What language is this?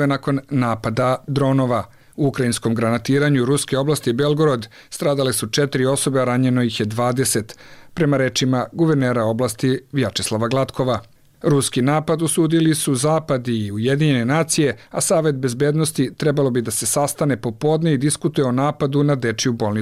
Serbian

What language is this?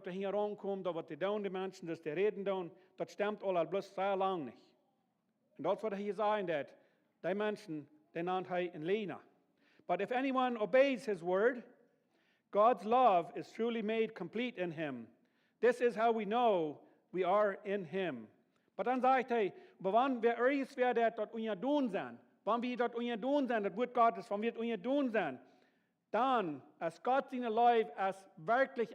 Plautdietsch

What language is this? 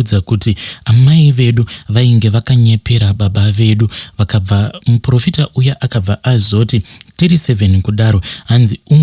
Shona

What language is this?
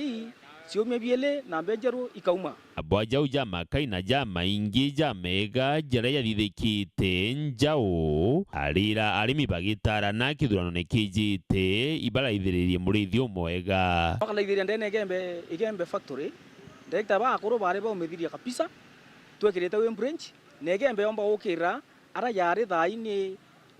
Meru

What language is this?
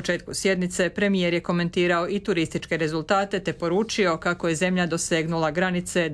Croatian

